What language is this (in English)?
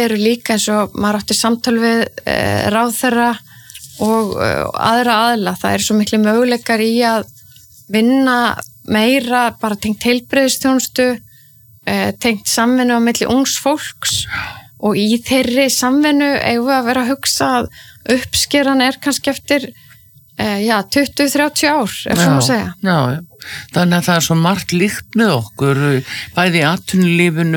Icelandic